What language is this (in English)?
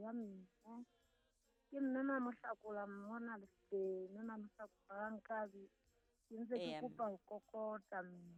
Southern Sotho